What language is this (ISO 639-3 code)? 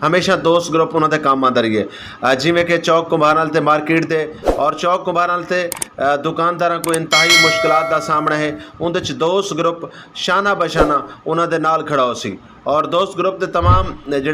skr